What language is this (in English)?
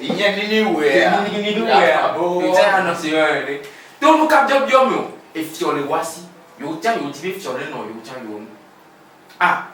Ewe